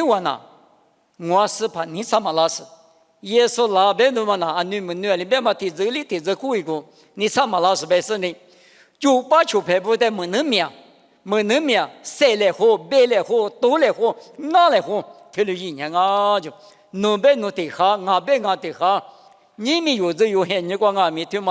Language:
Lisu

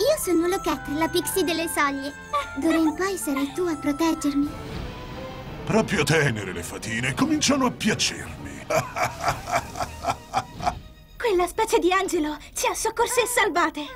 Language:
Italian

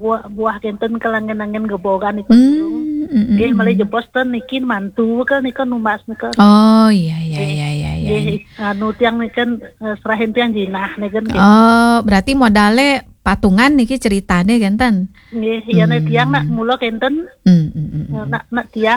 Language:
Balinese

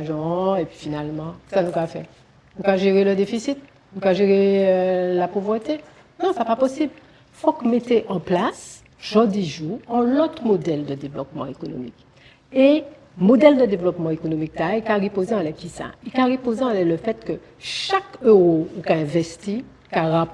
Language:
Guadeloupean Creole French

